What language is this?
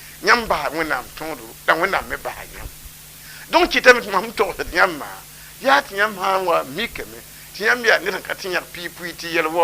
Mossi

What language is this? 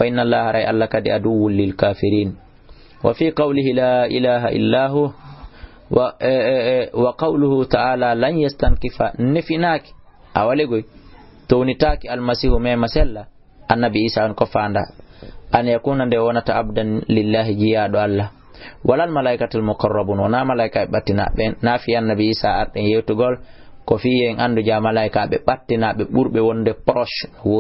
Fula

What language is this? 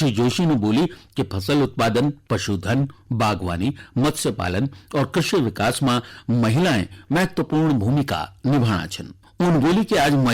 Garhwali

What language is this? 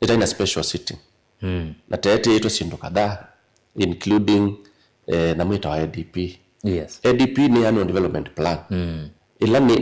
Kamba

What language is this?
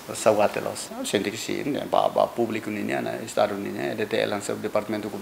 Tetum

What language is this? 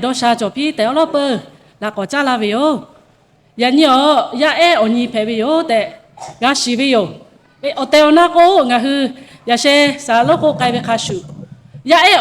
Lahu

